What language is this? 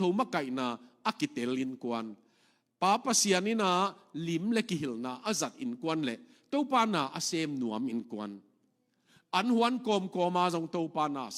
Tedim Chin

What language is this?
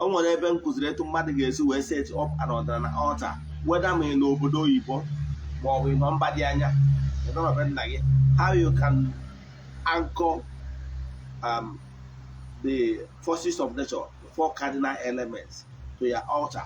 Igbo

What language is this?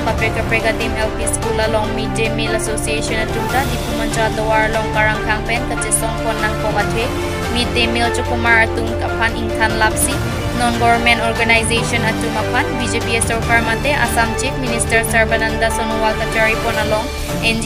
Karbi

